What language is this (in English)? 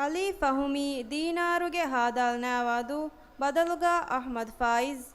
Divehi